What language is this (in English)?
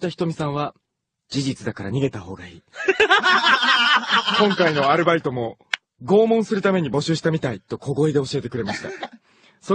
Japanese